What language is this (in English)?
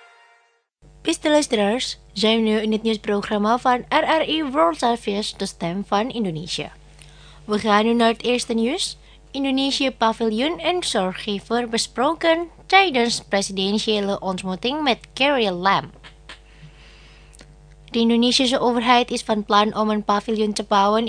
Dutch